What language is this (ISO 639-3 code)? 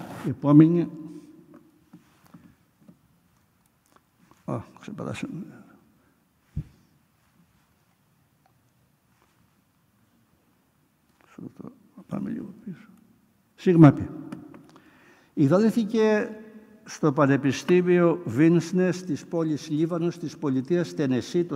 ell